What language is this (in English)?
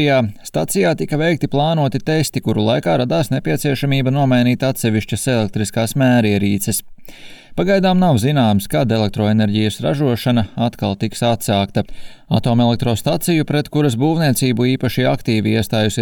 Latvian